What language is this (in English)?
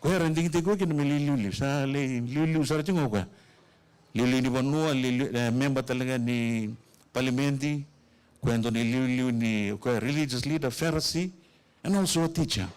Fijian